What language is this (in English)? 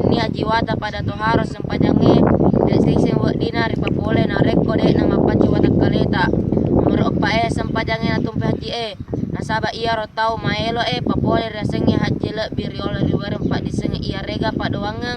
Buginese